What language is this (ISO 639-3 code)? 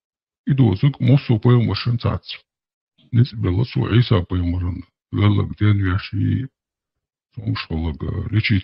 che